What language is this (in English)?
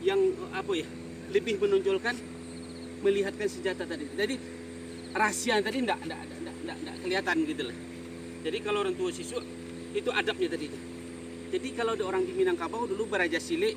Minangkabau